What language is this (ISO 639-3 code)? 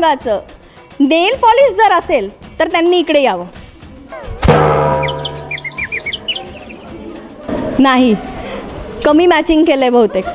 mar